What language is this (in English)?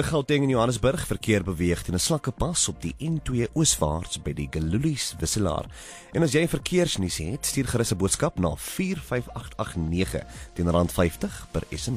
Afrikaans